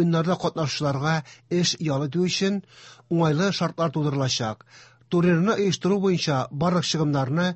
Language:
Tatar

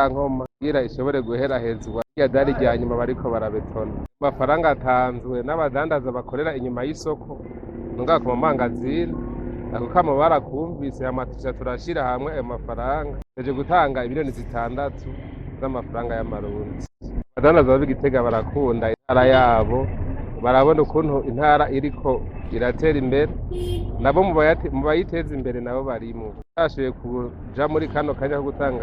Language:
Rundi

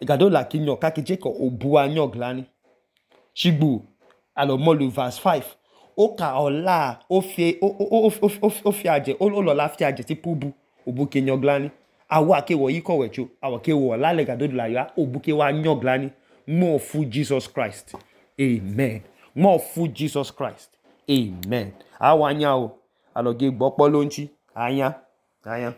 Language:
Idoma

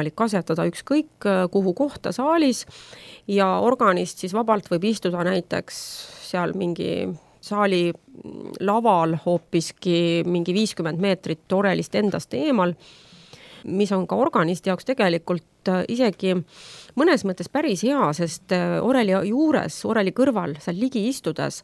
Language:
Estonian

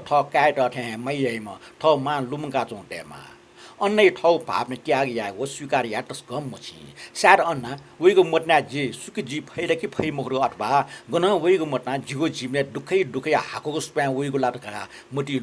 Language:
Newari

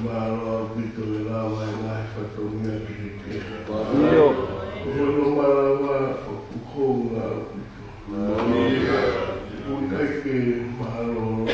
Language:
Tongan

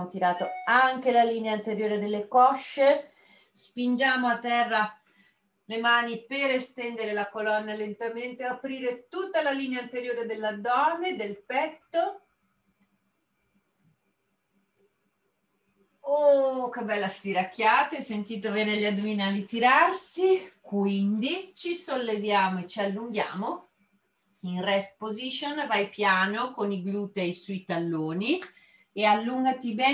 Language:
Italian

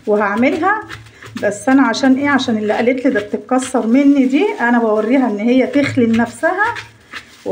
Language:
Egyptian Arabic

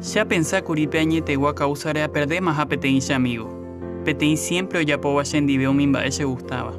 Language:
Guarani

